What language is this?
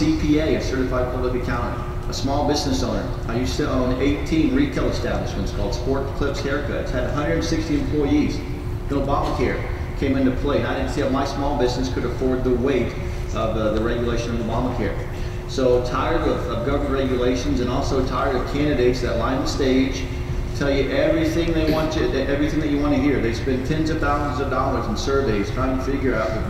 English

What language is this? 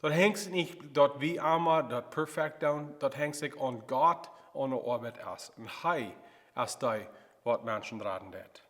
Plautdietsch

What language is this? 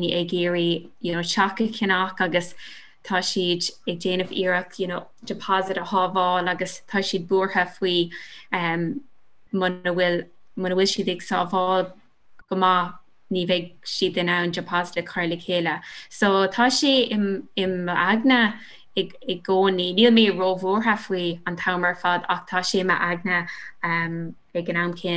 Irish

